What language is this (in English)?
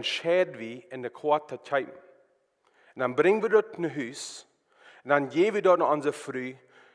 Plautdietsch